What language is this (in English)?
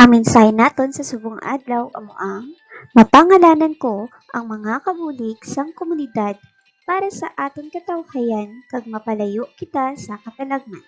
Hiligaynon